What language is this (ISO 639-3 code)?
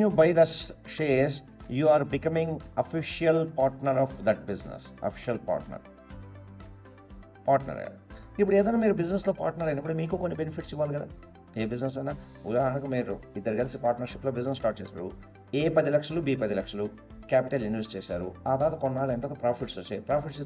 tel